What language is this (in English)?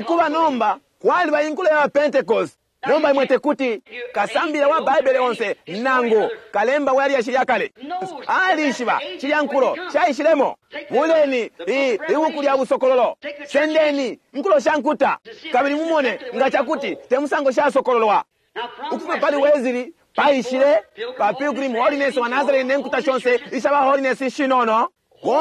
Bemba